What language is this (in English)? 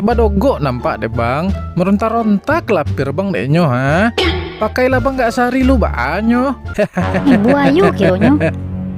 Minangkabau